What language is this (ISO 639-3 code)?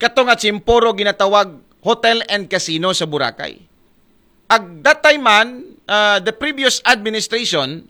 akl